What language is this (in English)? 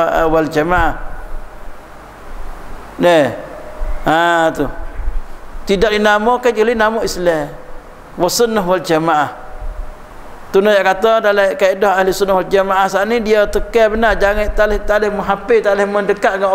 Malay